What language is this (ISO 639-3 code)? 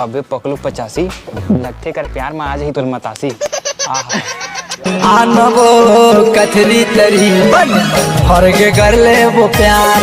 hne